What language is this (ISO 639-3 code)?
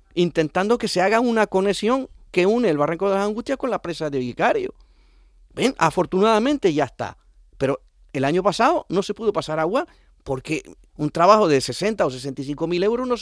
spa